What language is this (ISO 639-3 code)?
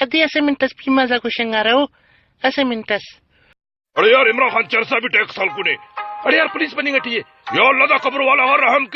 brh